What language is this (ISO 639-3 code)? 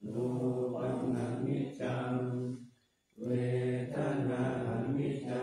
pli